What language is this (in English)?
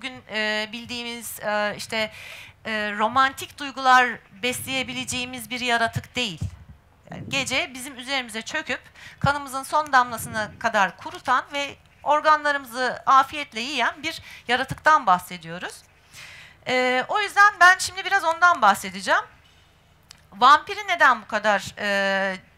Turkish